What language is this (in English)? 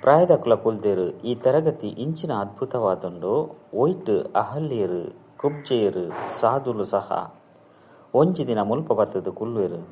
Tulu